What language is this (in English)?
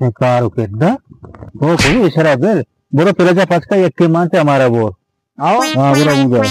Baluchi